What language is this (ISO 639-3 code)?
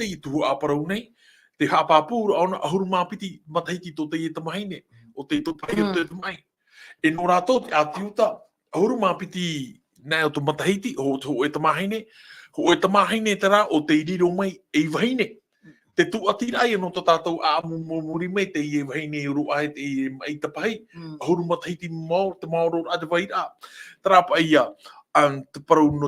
tah